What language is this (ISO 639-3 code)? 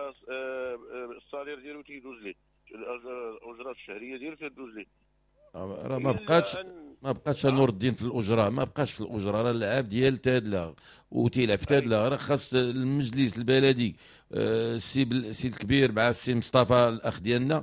ary